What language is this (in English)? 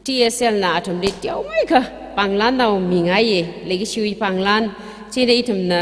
Tangkhul Naga (India)